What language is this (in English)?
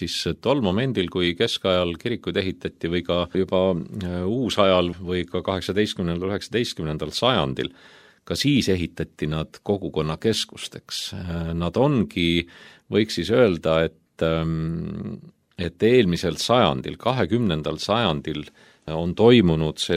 Estonian